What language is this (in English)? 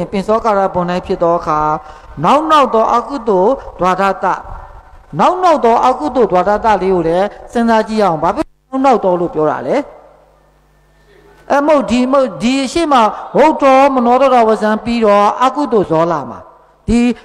Burmese